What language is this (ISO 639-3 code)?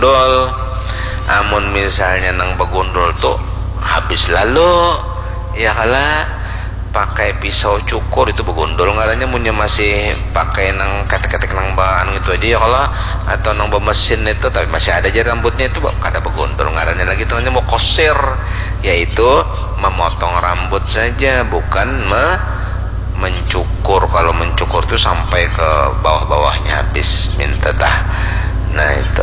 bjn